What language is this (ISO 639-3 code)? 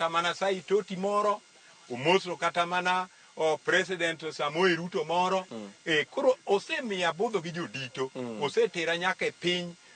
luo